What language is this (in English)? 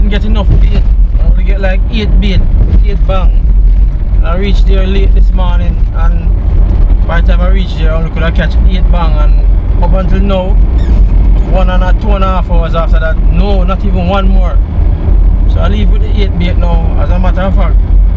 Jamaican Creole English